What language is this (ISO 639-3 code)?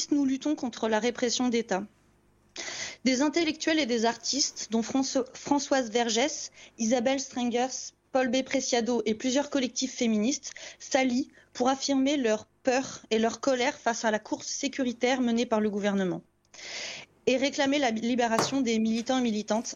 fra